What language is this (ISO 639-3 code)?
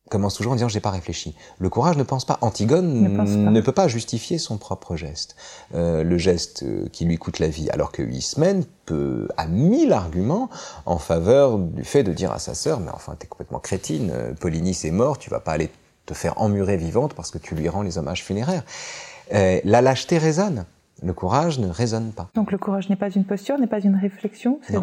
fra